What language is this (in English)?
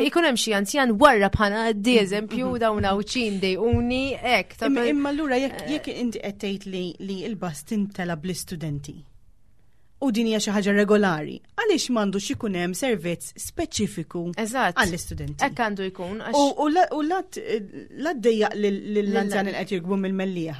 Maltese